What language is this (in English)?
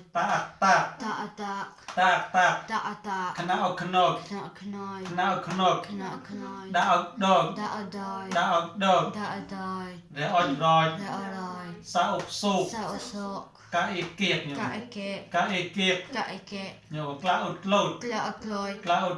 Mon